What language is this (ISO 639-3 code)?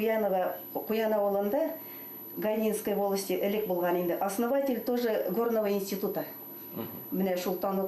bak